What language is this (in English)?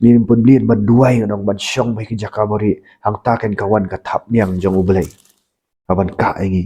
Khasi